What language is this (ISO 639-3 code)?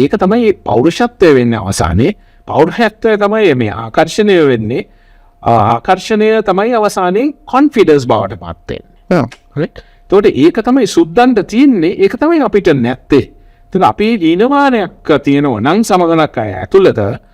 sin